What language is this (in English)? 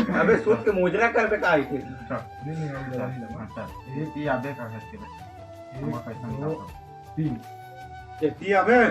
Chhattisgarhi